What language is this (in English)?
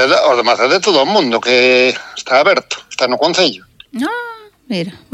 Galician